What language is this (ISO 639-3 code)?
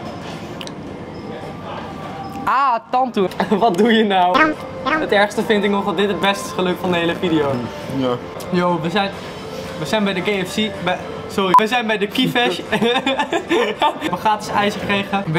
nld